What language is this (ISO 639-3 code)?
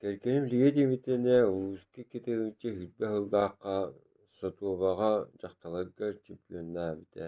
sah